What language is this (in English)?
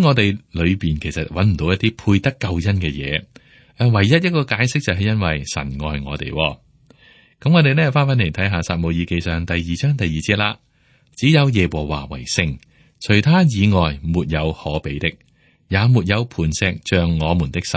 Cantonese